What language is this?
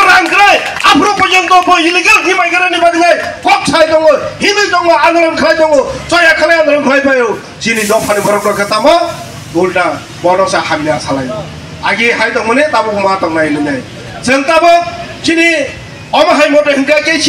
Kok Borok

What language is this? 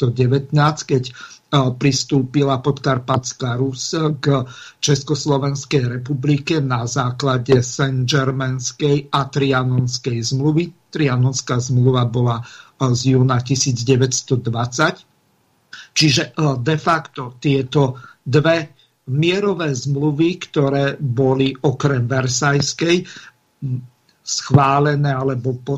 Slovak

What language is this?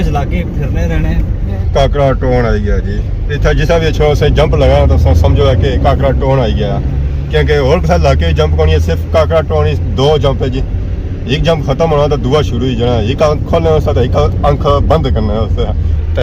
Pahari-Potwari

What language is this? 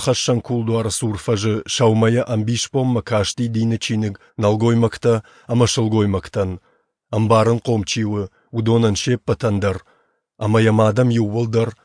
Ossetic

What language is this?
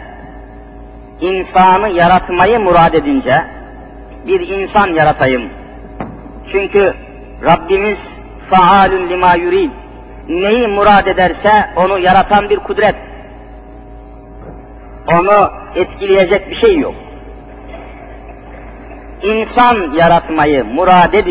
Turkish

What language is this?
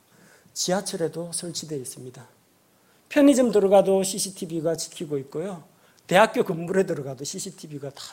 Korean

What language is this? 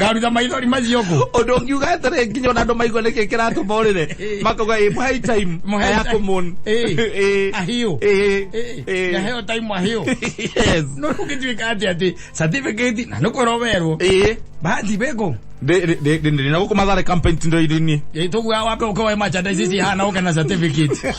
Kikuyu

